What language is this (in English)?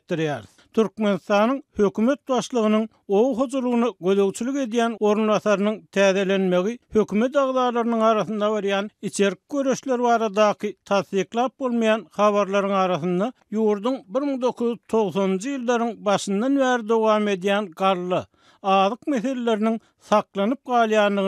Turkmen